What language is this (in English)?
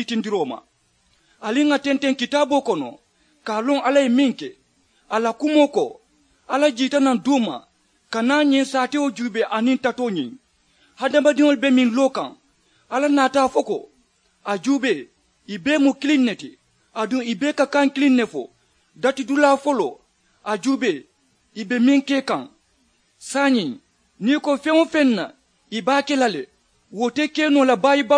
Mandingo